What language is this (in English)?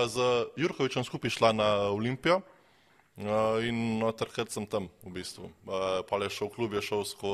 Slovenian